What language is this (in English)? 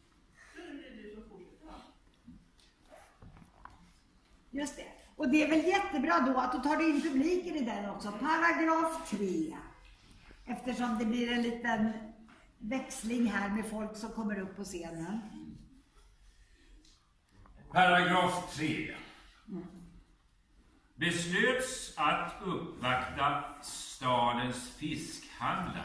Swedish